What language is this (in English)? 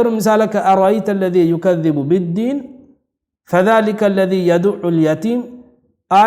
Divehi